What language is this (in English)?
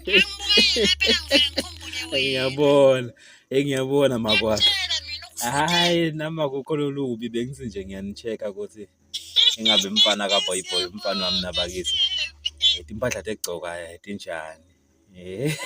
Swati